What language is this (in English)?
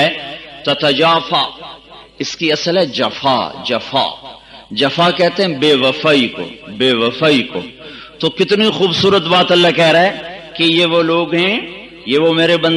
Urdu